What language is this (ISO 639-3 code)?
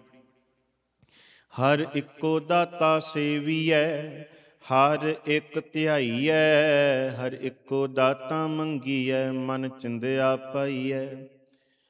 pan